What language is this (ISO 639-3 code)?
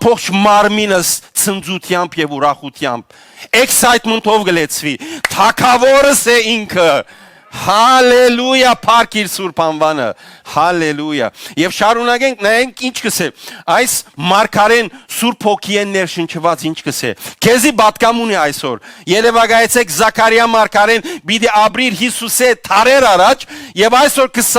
hyw